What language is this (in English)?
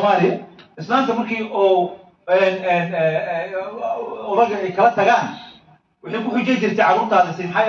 Somali